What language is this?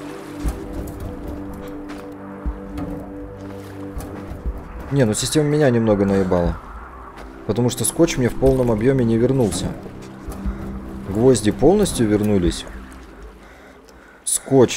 Russian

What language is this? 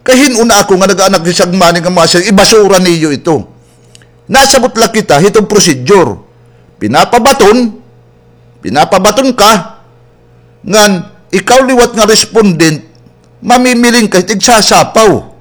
Waray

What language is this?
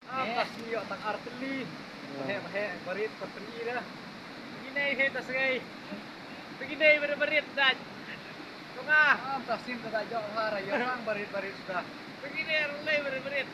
Khasi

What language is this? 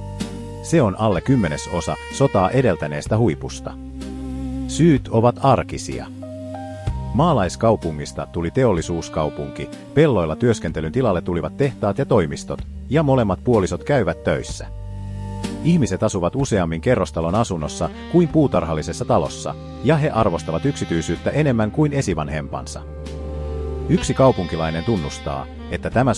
Finnish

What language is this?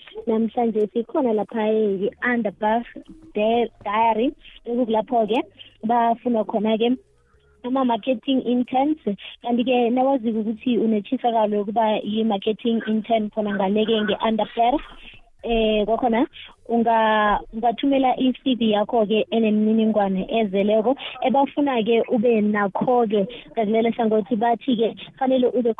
South Ndebele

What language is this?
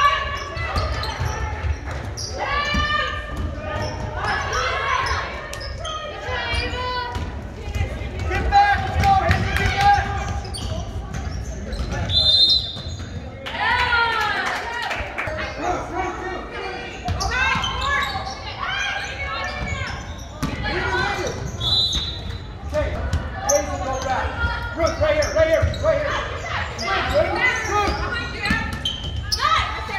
English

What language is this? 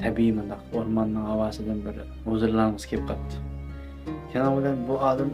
Uyghur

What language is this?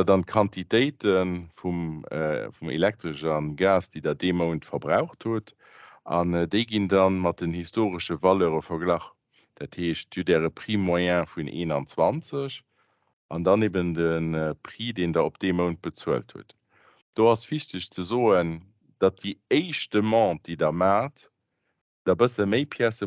Luxembourgish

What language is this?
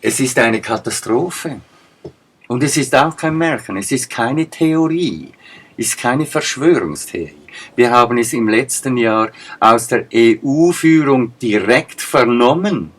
Swiss German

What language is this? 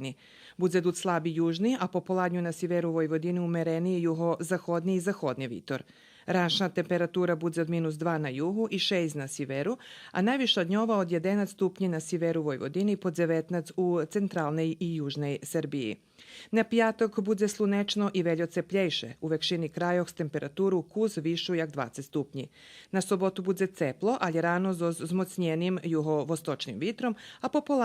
Rusyn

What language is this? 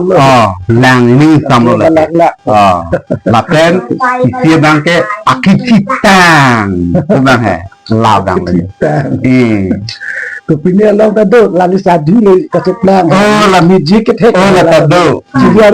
Karbi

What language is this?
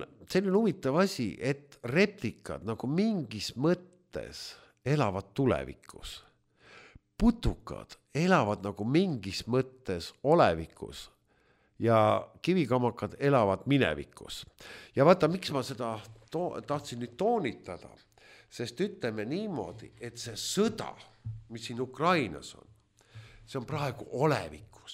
Estonian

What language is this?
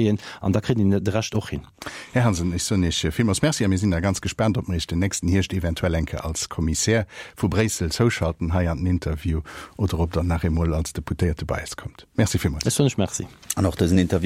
Luxembourgish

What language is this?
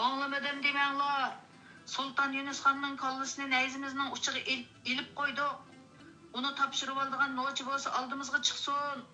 Uyghur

